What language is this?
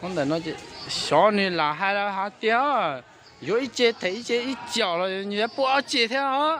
Hmong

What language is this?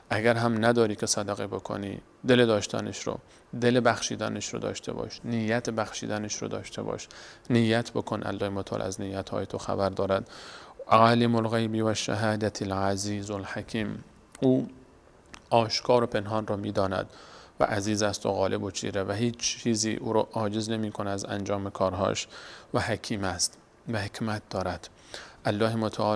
Persian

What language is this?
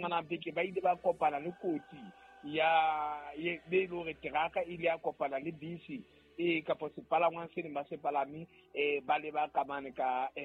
Southern Sotho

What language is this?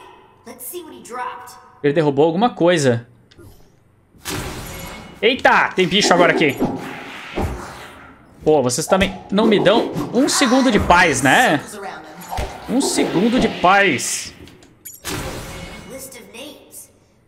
Portuguese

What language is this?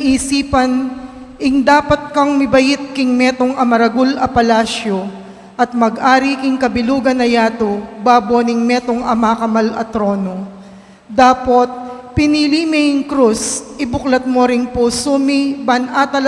Pampanga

